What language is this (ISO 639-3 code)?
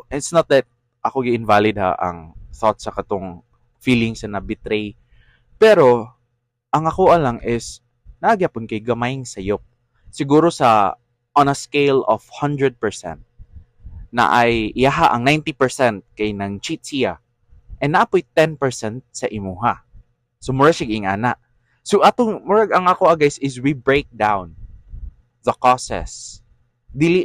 ceb